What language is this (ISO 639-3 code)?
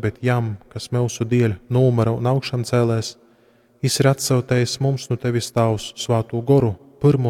ltg